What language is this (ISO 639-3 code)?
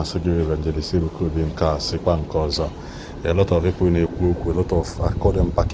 ibo